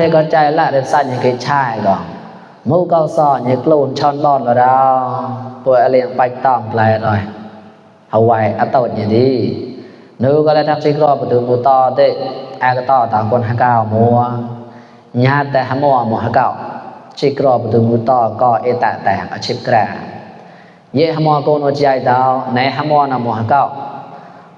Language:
Mon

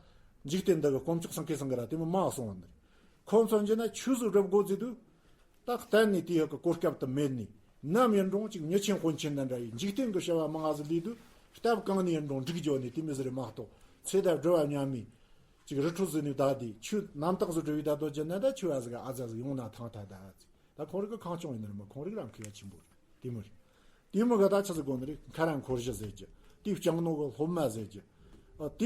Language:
Tibetan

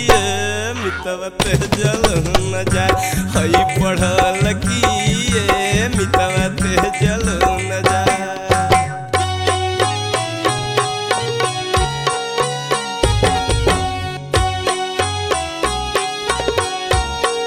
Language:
Bhojpuri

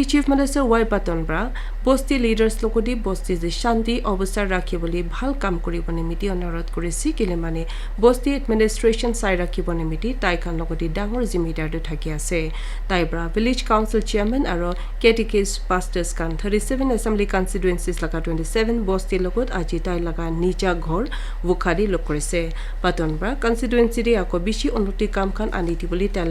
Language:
Naga Pidgin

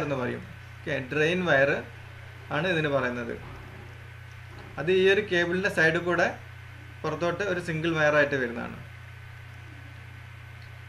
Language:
Malayalam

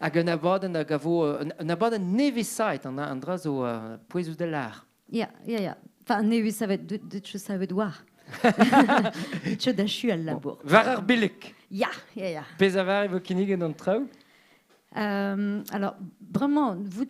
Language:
Breton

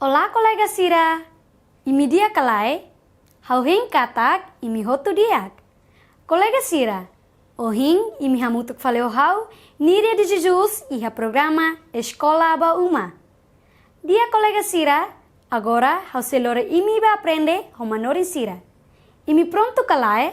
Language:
Tetum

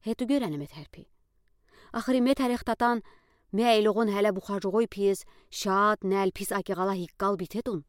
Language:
Udi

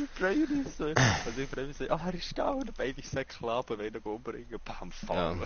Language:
Swiss German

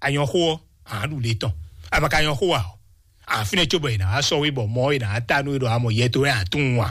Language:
Fon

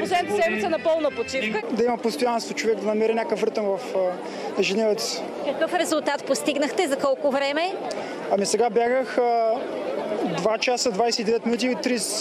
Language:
Bulgarian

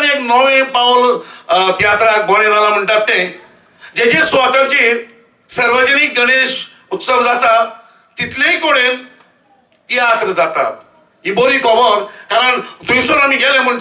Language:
Konkani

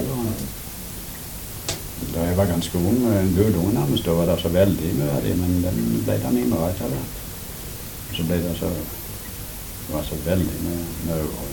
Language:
Norwegian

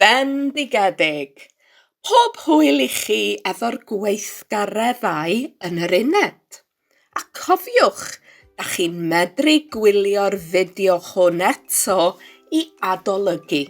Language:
Welsh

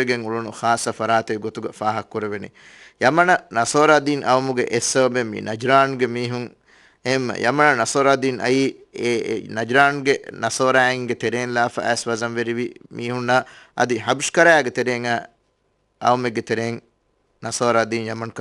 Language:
Divehi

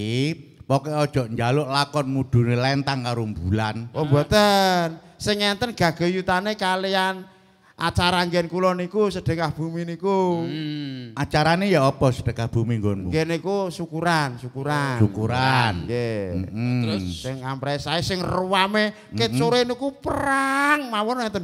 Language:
Javanese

